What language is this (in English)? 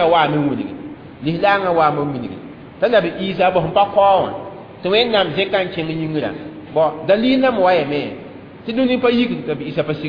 Mossi